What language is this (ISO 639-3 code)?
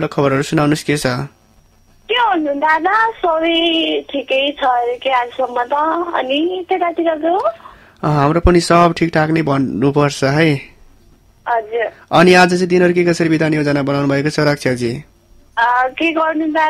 nep